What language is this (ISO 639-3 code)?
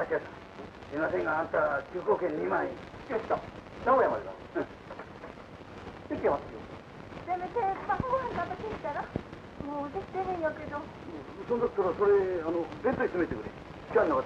jpn